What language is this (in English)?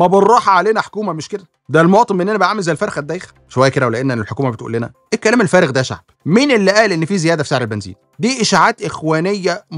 Egyptian Arabic